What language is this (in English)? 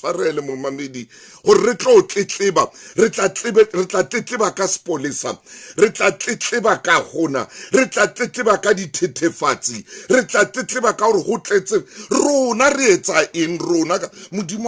Southern Sotho